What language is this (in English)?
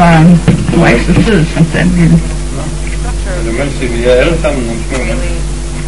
Danish